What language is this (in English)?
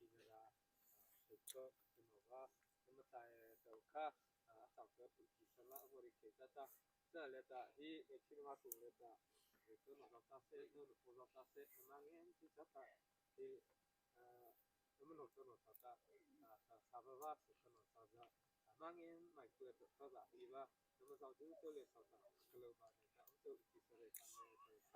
Mara Chin